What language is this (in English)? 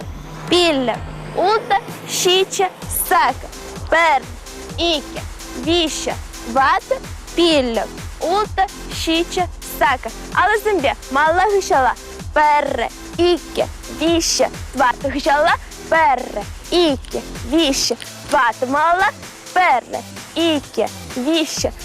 Chuvash